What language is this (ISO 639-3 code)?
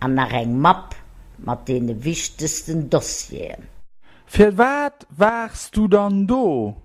ltz